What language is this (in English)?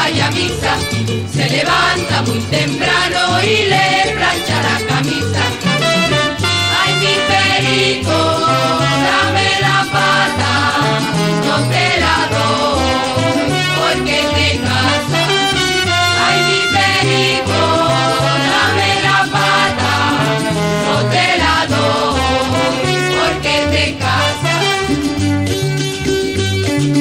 Spanish